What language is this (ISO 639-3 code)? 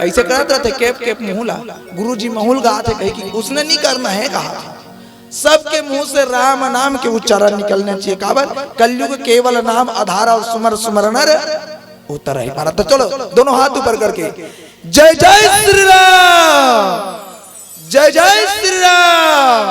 hne